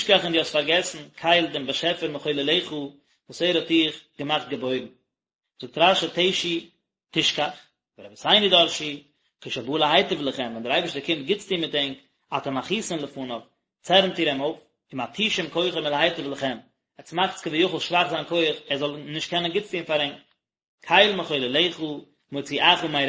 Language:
Yiddish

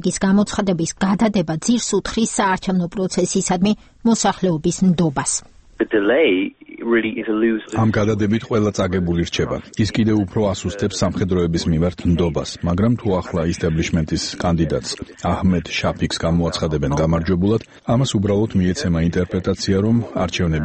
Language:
Georgian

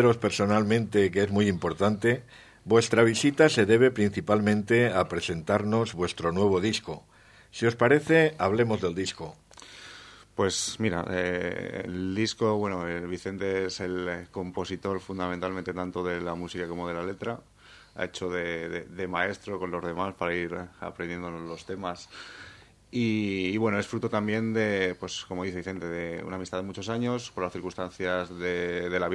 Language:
Spanish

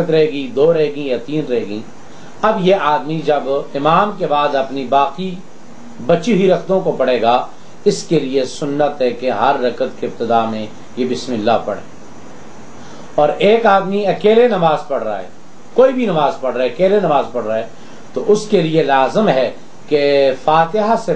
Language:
Urdu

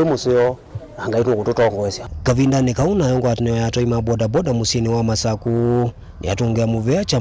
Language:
Kamba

